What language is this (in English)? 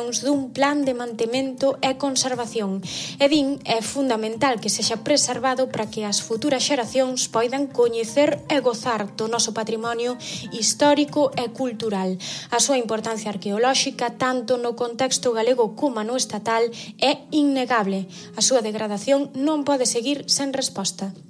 Galician